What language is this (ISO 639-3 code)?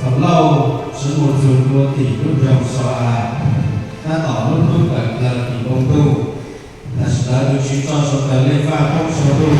hmn